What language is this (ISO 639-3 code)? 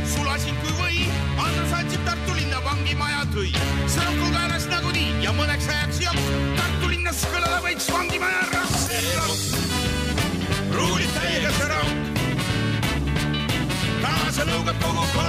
est